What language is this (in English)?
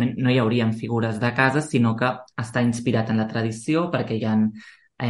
Catalan